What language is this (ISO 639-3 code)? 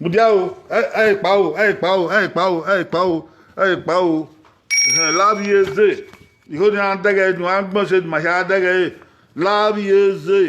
bin